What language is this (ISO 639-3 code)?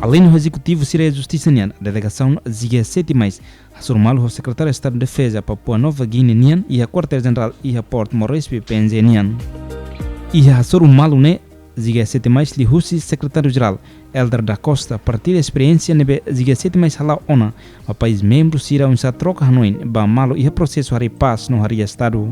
tet